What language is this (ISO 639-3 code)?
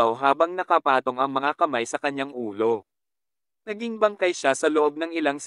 fil